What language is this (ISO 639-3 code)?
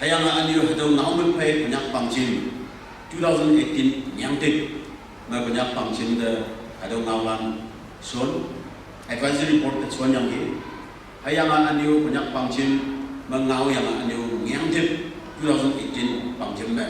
nbe